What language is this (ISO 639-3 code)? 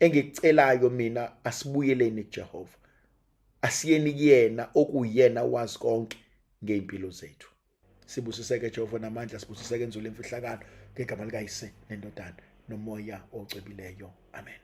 zul